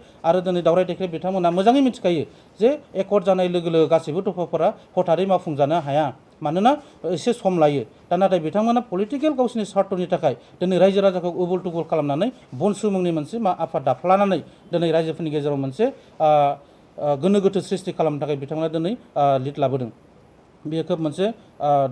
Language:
Bodo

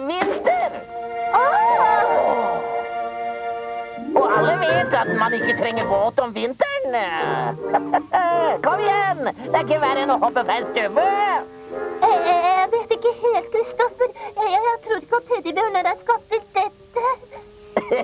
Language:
Norwegian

